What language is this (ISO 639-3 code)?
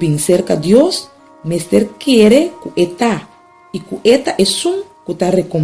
pap